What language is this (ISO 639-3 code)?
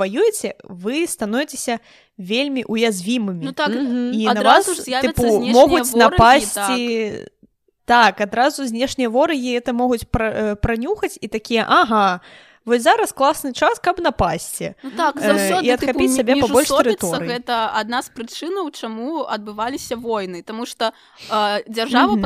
bel